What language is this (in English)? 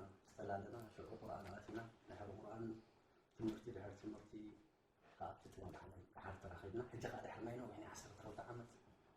Tigrinya